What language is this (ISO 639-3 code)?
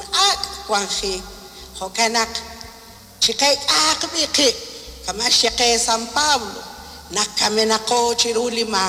kek